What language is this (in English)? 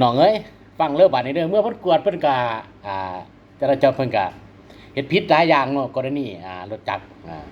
Lao